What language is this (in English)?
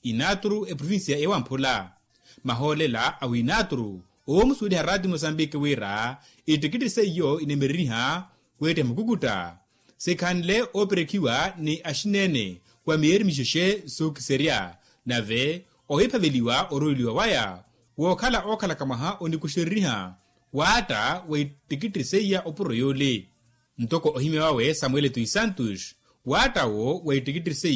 Makhuwa